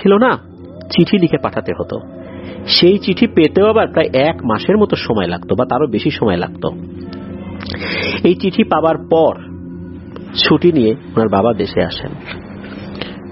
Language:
Bangla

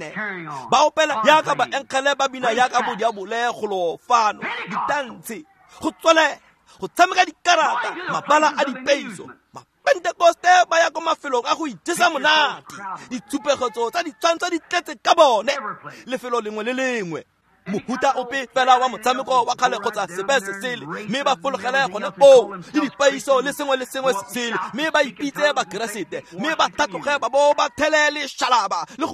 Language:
Tswana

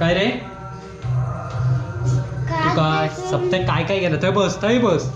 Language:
Konkani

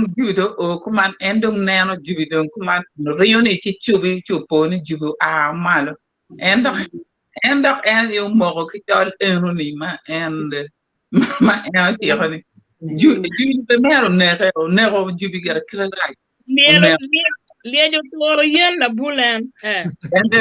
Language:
Acoli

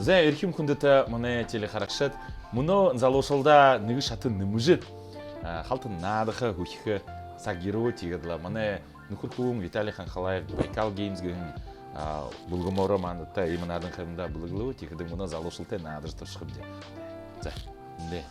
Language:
Buriat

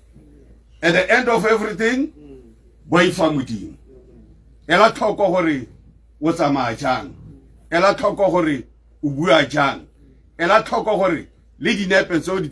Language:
Tswana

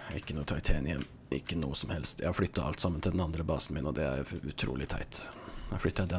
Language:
Norwegian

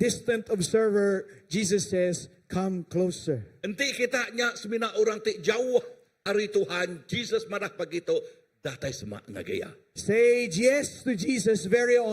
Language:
Iban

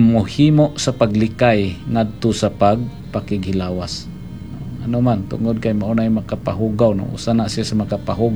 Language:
Cebuano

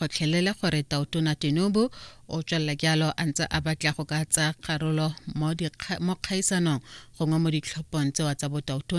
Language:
Tswana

